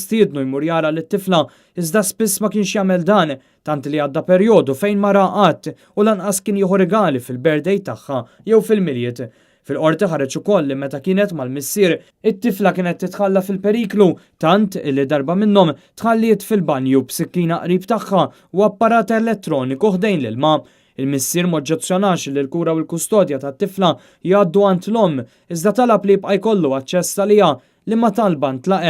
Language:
Maltese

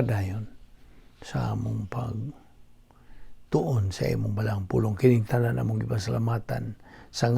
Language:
Cebuano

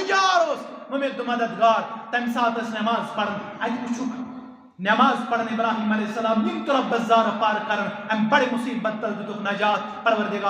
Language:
Kashmiri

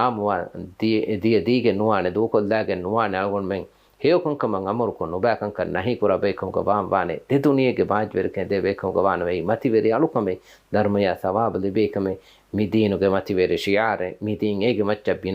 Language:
Divehi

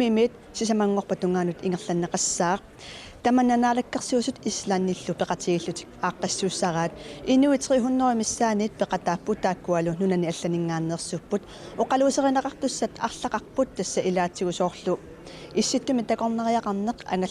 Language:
Kalaallisut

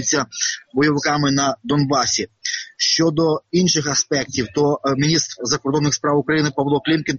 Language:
Ukrainian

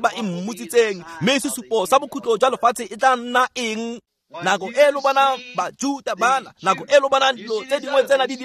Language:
Tswana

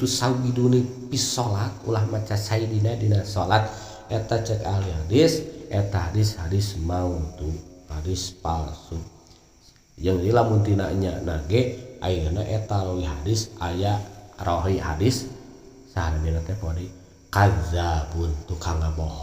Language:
Sundanese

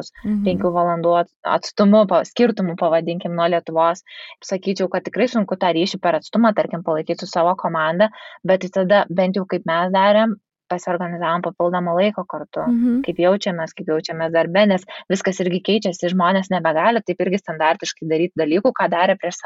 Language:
Lithuanian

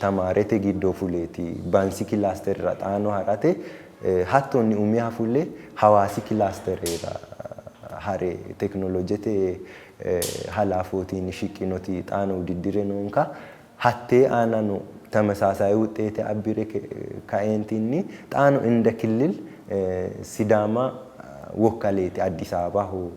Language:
Sidamo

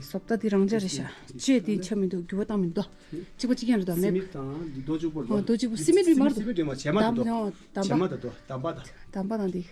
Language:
Tibetan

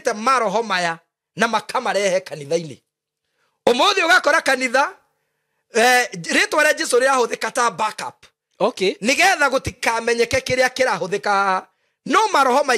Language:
Kikuyu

